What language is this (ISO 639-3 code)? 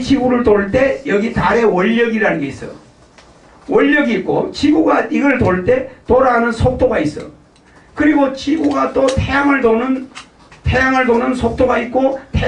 kor